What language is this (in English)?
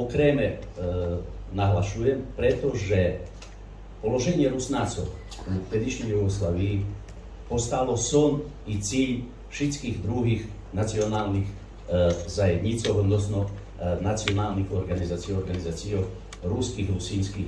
Rusyn